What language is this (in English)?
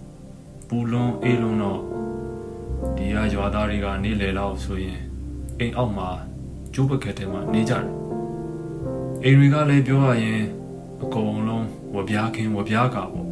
Burmese